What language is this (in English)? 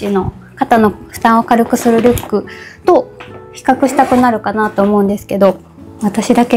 Japanese